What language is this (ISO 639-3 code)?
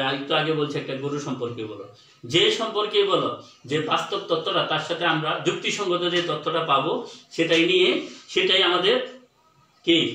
ben